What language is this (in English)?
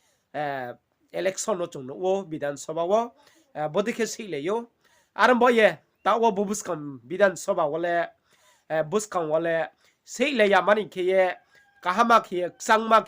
Riang (India)